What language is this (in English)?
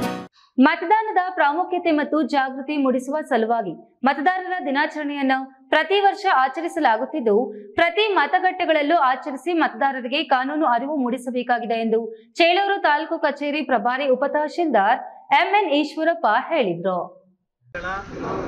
Kannada